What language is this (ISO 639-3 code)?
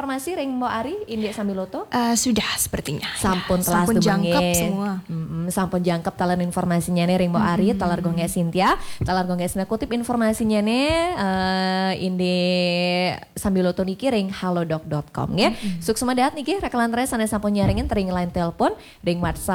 ban